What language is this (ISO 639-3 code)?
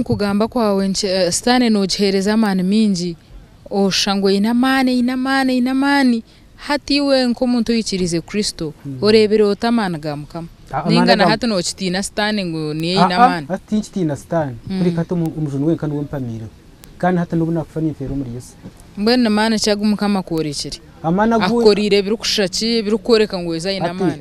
nyn